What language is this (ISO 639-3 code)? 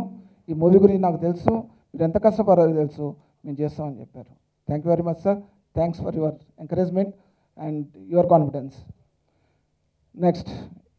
tel